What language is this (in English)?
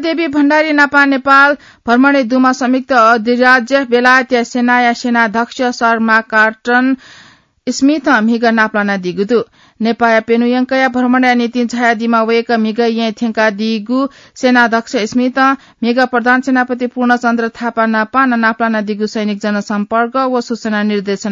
Newari